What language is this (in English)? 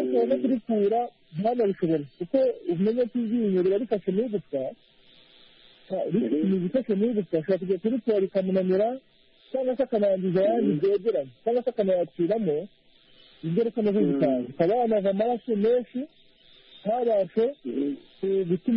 Kinyarwanda